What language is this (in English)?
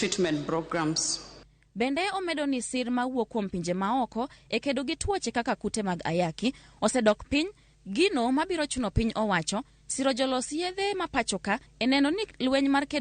Luo (Kenya and Tanzania)